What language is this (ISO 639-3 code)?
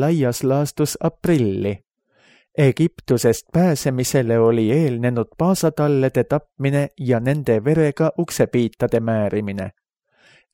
est